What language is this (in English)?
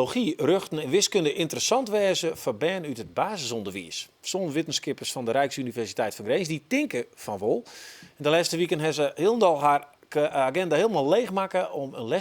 Western Frisian